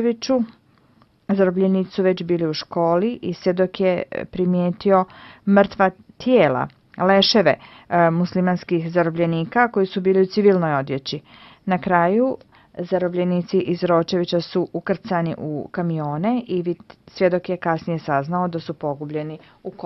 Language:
Croatian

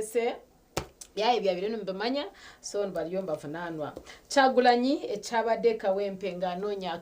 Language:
Nyankole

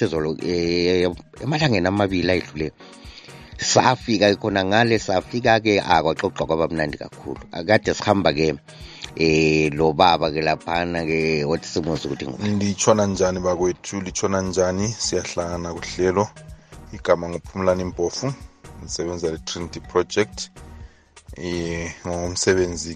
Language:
North Ndebele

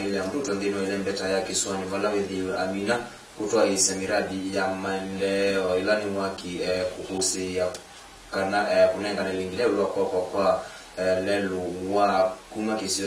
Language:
Swahili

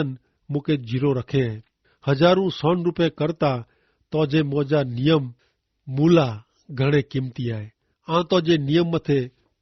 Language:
Kachhi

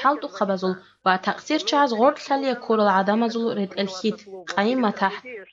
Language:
Avaric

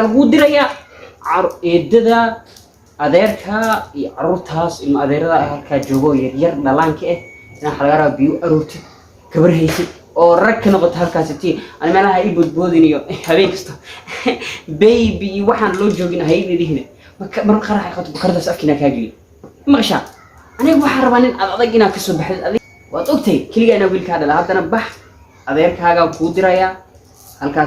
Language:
Somali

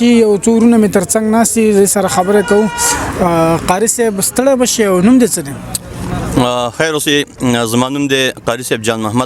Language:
Pashto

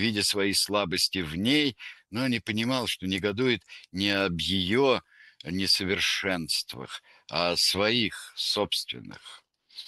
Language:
Russian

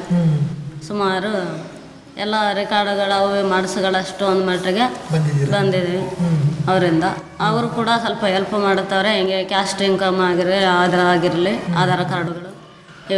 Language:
Kannada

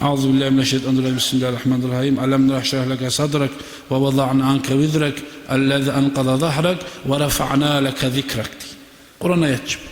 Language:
Kumyk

